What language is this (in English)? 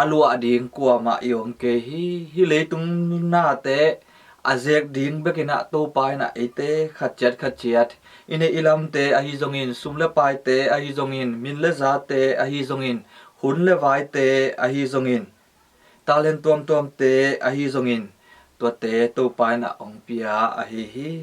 Tedim Chin